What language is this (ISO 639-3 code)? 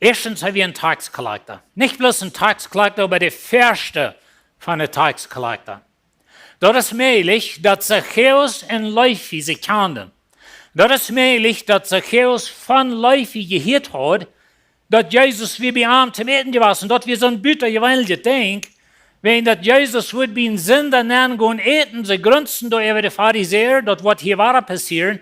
pdt